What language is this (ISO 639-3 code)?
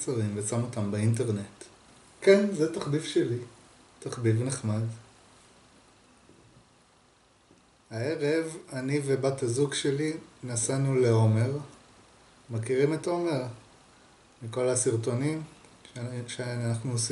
heb